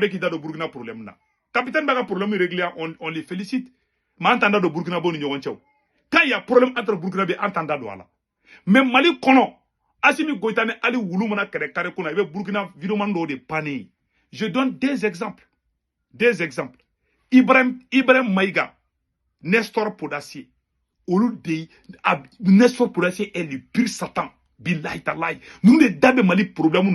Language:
Bambara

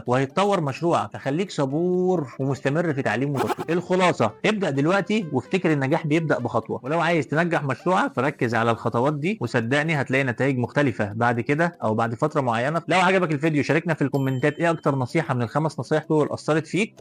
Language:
Egyptian Arabic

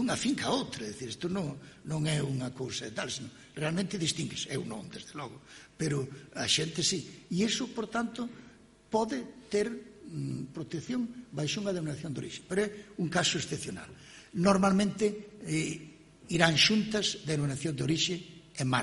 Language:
Galician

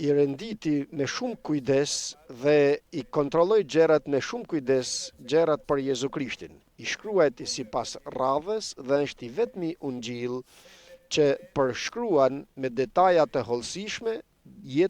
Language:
Albanian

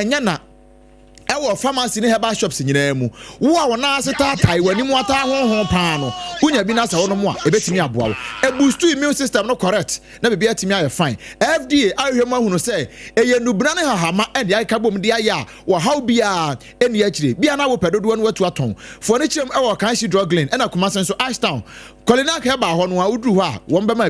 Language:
Akan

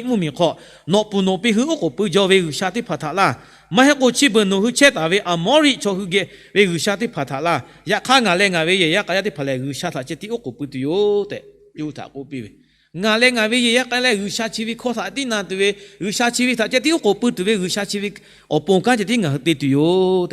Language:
Lahu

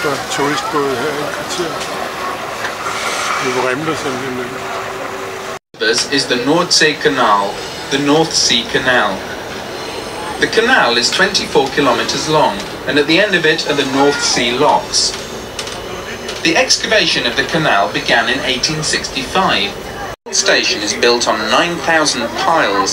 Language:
Danish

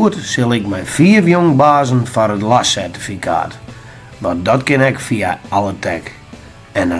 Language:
Western Frisian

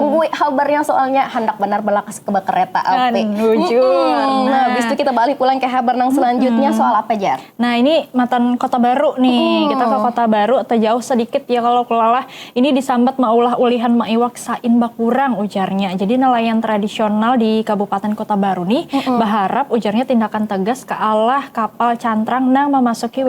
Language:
Banjar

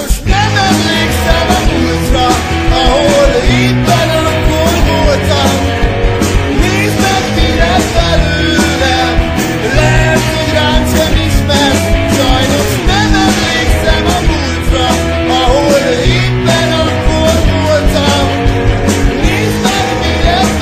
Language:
Hungarian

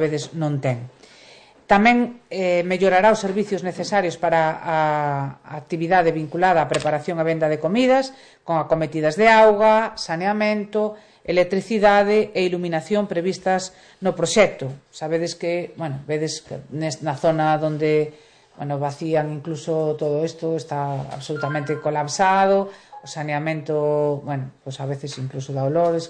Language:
Galician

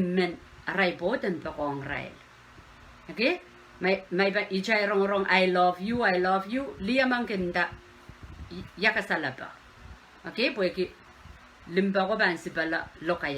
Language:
Pohnpeian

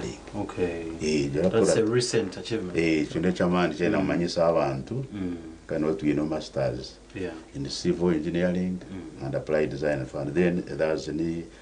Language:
Nyankole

